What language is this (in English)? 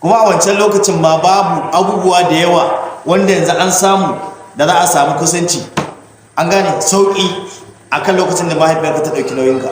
Hausa